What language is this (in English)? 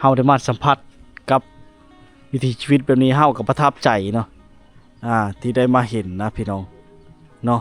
Lao